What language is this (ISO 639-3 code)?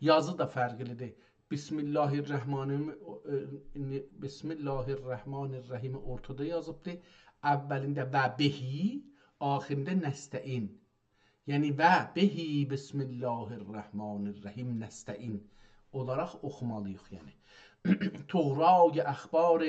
azb